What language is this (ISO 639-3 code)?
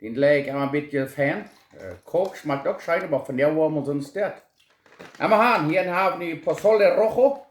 pdt